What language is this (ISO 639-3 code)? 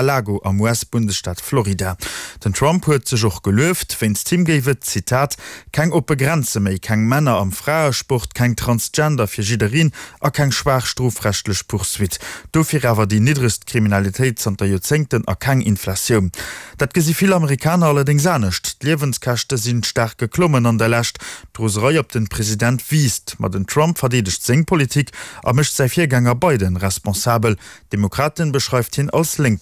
ltz